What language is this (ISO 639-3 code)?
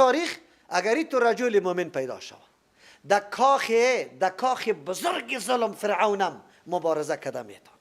fas